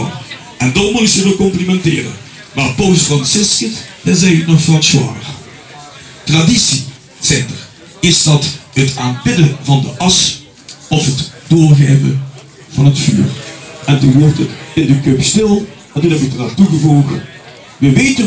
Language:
Limburgish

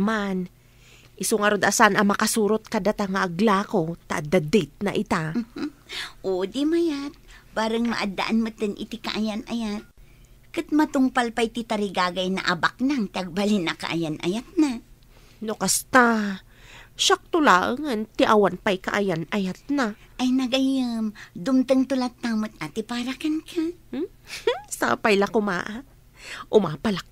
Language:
Iloko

